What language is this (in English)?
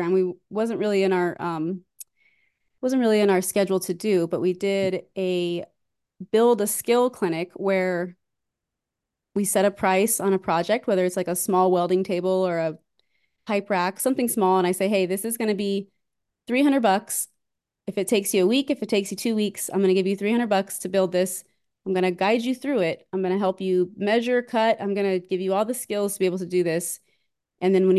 English